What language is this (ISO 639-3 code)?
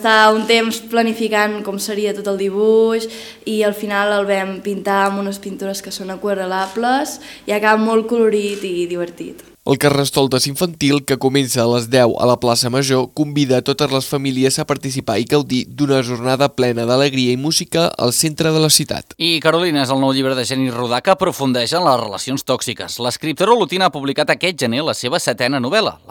cat